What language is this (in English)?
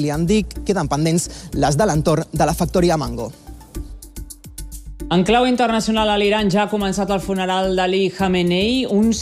Catalan